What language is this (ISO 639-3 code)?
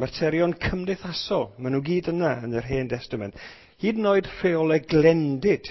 cym